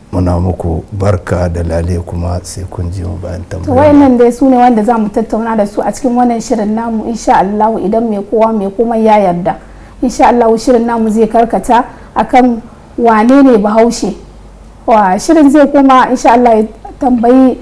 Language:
Hausa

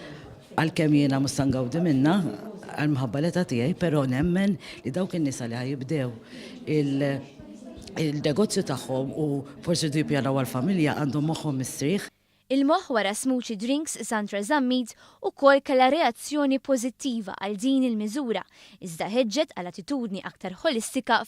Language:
Maltese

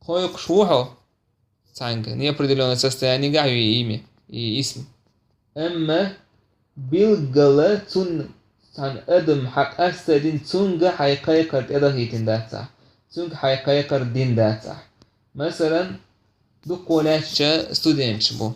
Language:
Chechen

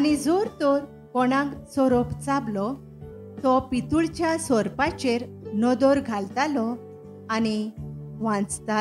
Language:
Konkani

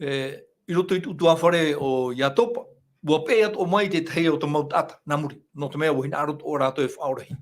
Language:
Tahitian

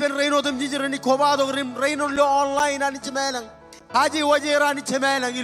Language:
Marshallese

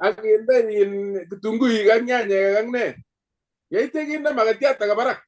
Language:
Kalenjin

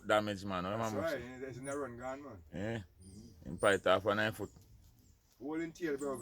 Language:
Jamaican Creole English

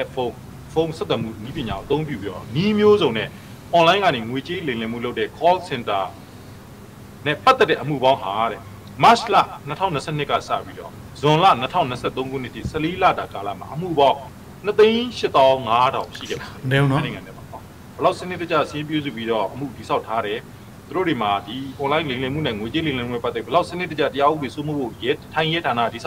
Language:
Burmese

